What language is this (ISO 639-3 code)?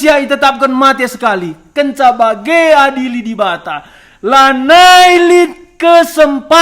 btx